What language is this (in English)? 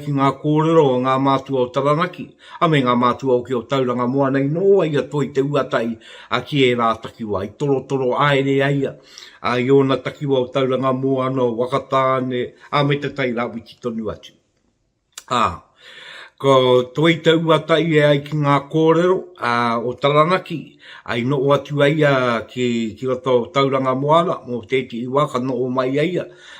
Māori